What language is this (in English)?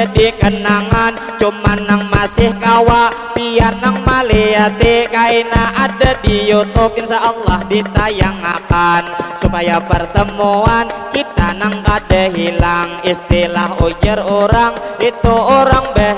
Banjar